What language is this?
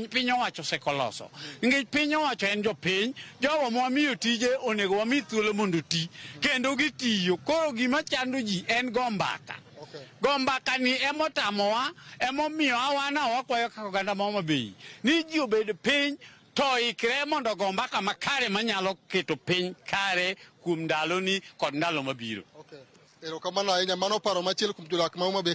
Luo (Kenya and Tanzania)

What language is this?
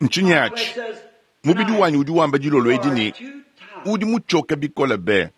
Luba-Lulua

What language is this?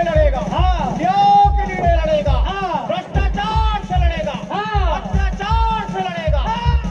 Chhattisgarhi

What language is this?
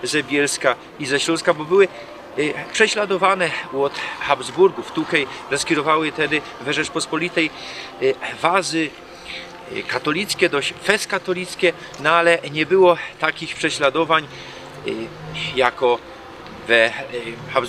Silesian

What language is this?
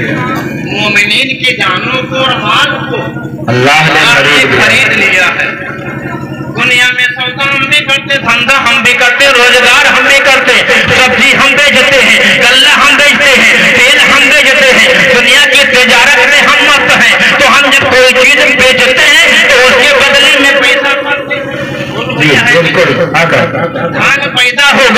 Urdu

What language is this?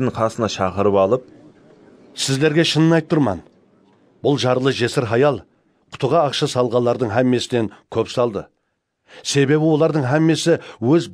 Kara-Kalpak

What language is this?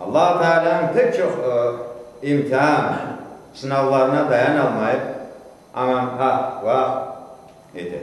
Crimean Tatar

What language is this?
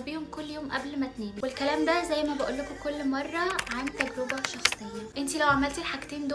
Egyptian Arabic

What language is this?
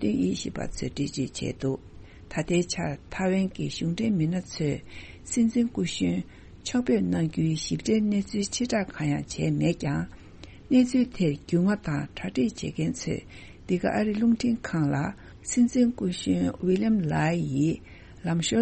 Tibetan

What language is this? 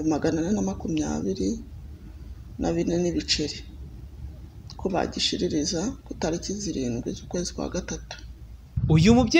Kinyarwanda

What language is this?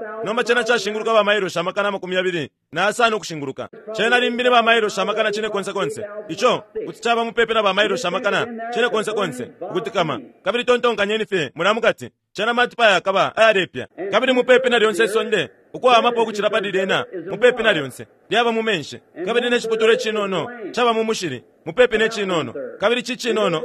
Bemba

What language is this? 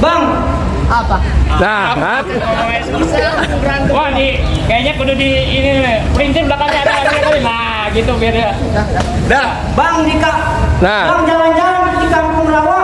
Betawi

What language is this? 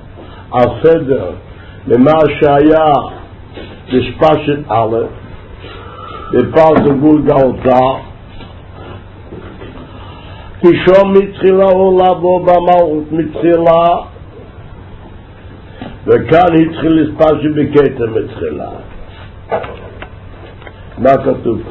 Hebrew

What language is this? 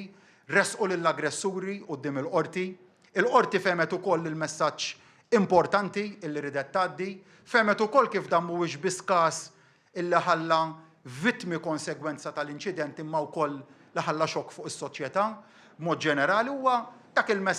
Maltese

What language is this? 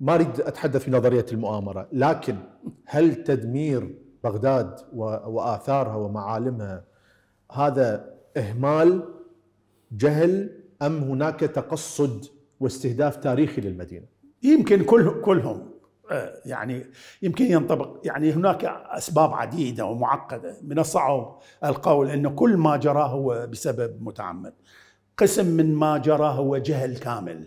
Mesopotamian Arabic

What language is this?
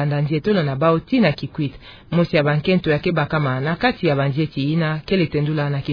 Kituba (Democratic Republic of Congo)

